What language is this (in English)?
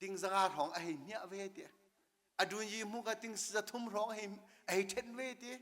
Hakha Chin